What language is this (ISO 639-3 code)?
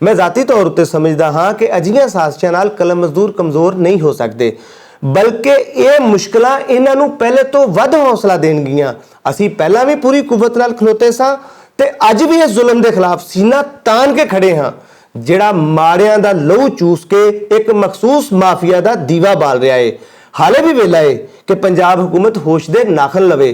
lah